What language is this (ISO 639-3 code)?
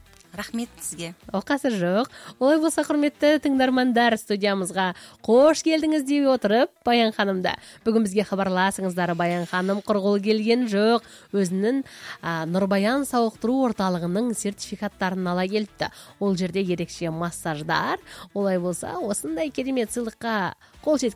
kaz